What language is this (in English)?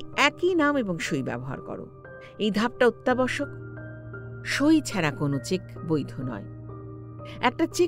Bangla